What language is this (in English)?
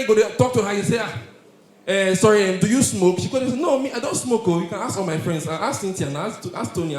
Nigerian Pidgin